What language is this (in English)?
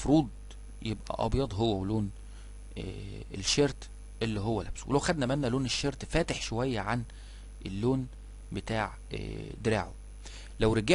Egyptian Arabic